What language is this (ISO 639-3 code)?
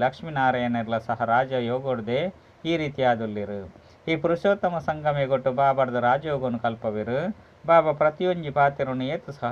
tcy